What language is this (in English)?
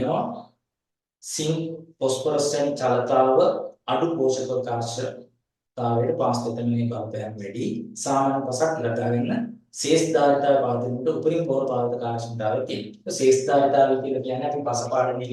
Sinhala